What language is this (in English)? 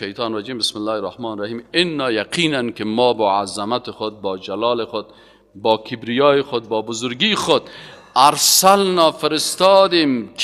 Persian